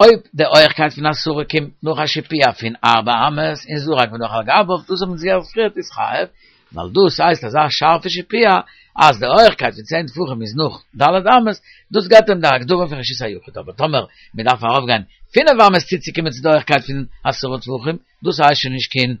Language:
Yiddish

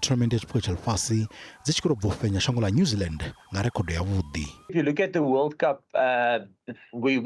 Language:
Venda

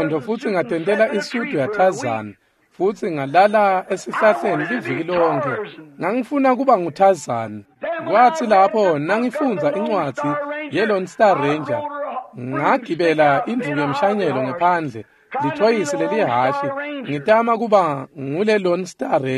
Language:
Swati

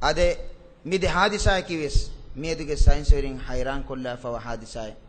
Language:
Divehi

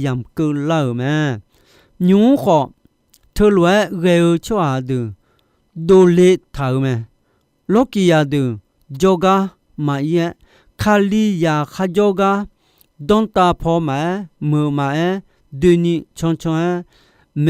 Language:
Akha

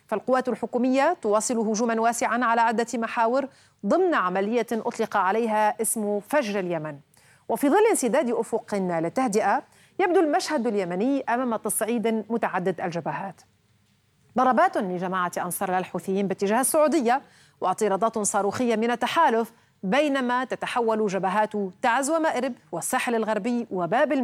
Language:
Arabic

